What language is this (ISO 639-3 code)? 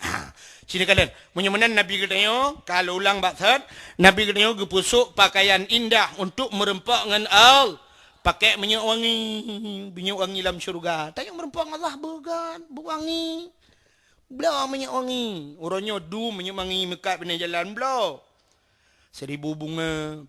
ace